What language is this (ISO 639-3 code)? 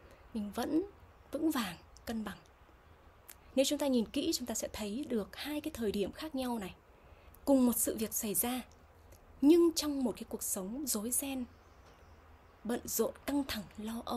vie